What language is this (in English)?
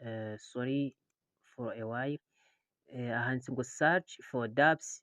Rundi